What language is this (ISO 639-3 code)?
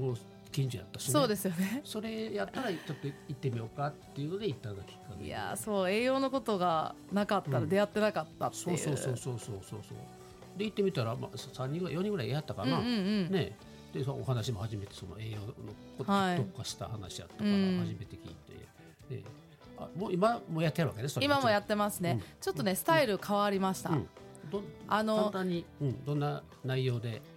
jpn